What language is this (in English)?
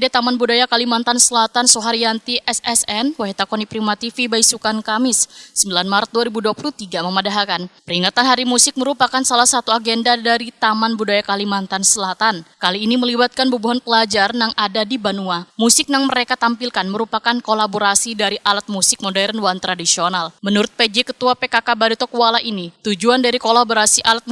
Banjar